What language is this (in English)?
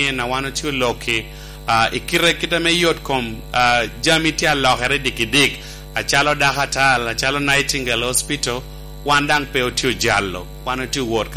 Lango (Uganda)